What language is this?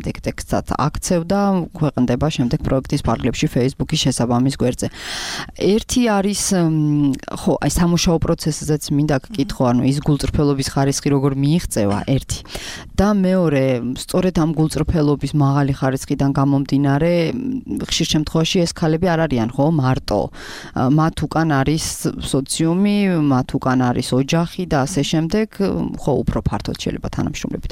Georgian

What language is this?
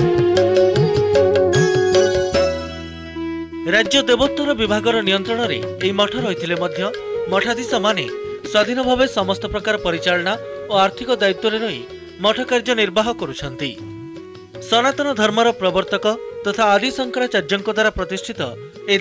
Odia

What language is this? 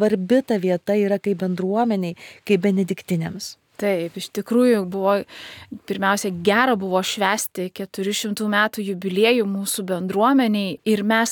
Lithuanian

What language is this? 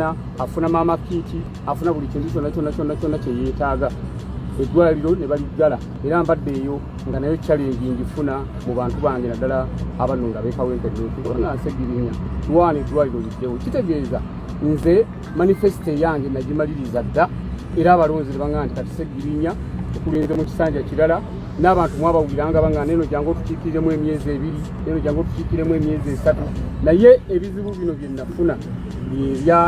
Ganda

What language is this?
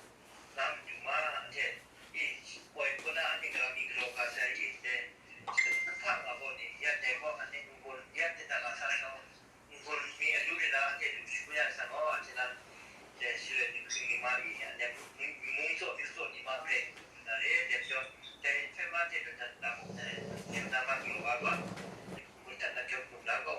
Kachin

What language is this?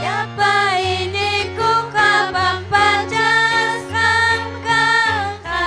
Ayacucho Quechua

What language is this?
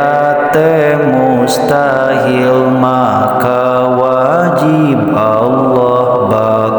Sundanese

